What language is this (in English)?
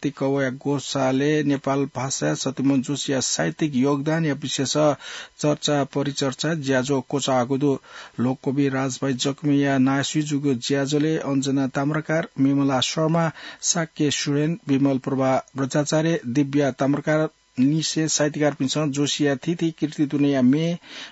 Newari